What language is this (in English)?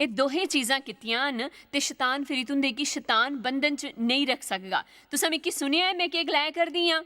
Dogri